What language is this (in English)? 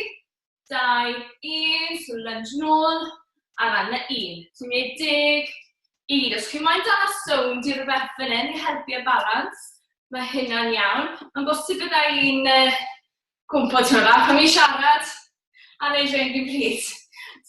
Welsh